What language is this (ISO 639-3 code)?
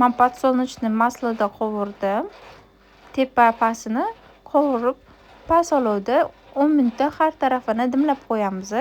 uzb